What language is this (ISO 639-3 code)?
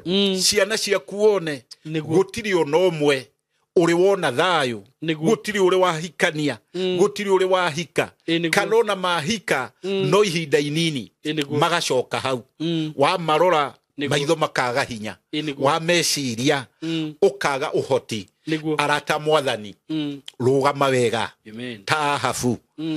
kik